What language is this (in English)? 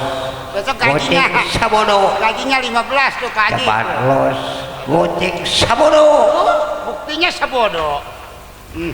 Betawi